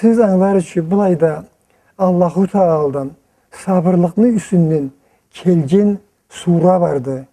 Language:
Karachay-Balkar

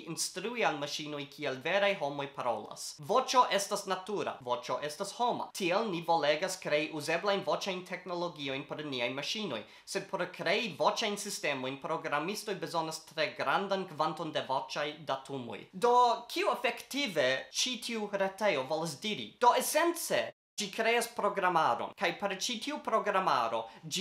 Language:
Esperanto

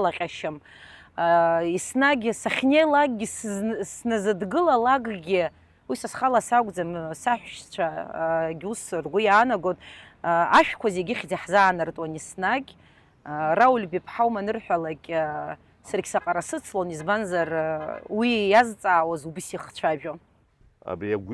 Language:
Abkhazian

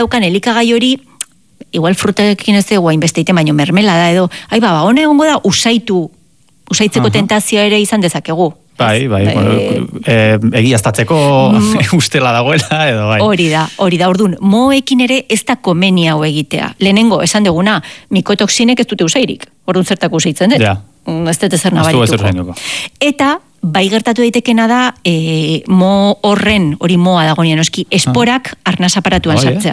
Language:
Basque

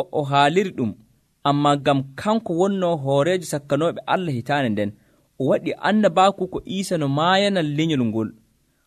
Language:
Nigerian Fulfulde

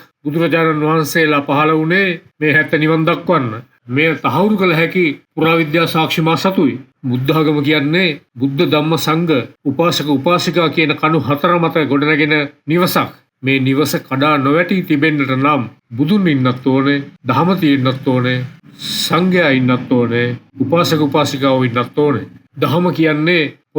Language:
Sinhala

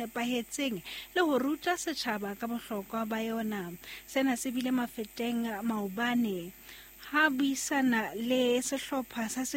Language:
Southern Sotho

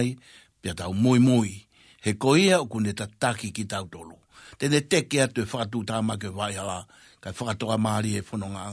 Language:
Tongan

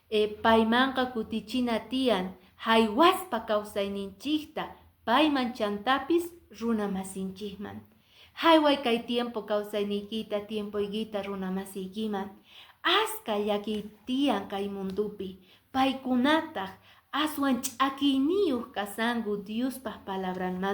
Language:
Quechua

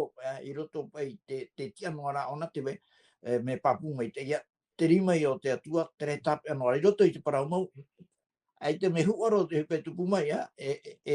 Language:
Tahitian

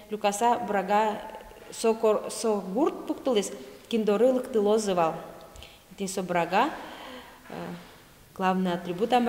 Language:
Udmurt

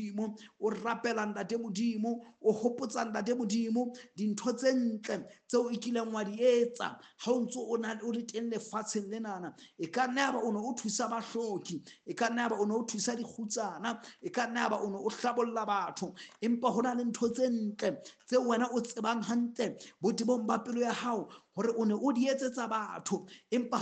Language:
Southern Sotho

